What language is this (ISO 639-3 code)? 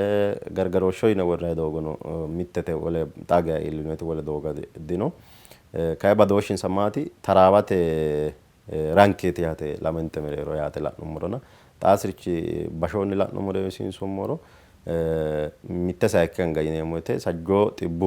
sid